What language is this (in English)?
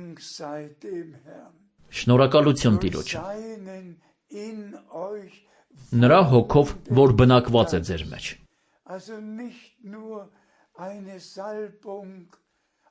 Armenian